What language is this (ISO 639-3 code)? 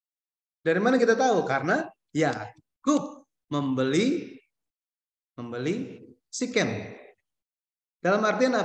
ind